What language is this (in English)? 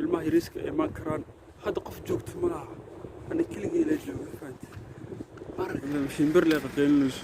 Somali